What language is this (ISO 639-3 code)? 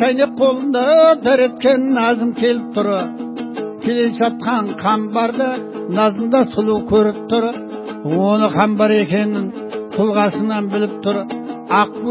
kaz